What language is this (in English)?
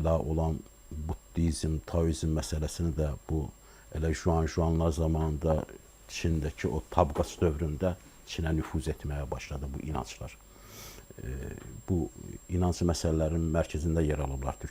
Azerbaijani